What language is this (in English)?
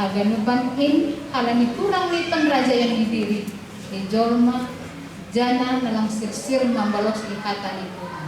Batak Simalungun